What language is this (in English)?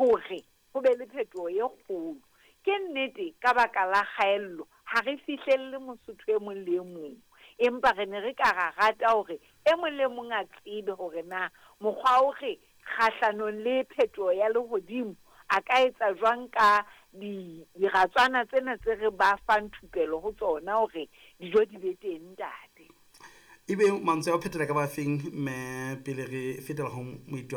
Southern Sotho